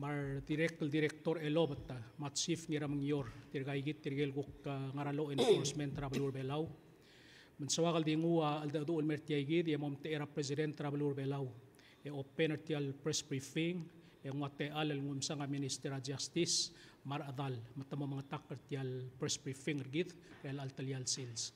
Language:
Palauan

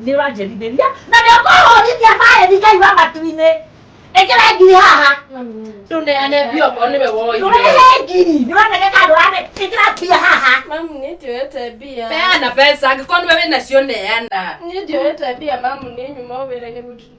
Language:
Kikuyu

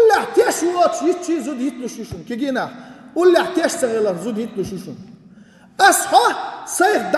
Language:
Chechen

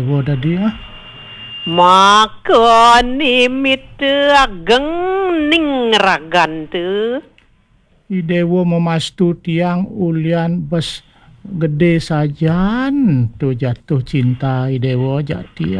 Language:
Balinese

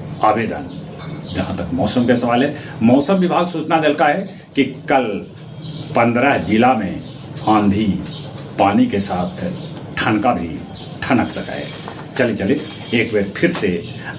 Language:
Magahi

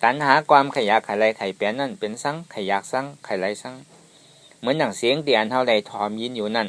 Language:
Shan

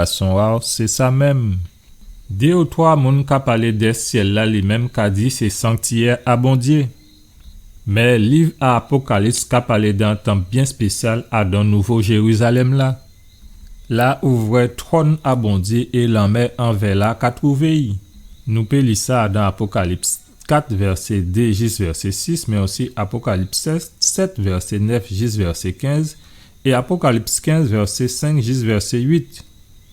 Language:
Guadeloupean Creole French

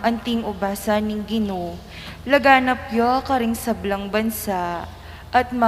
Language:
Pampanga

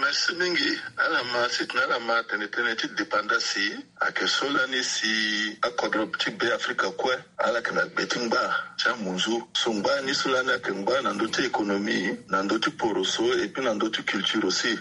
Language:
Sango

